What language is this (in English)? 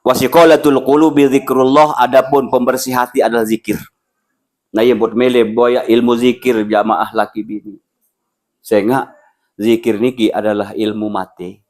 Sasak